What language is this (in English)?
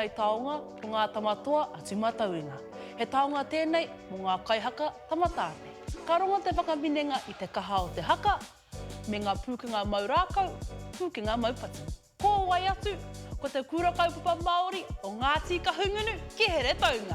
Māori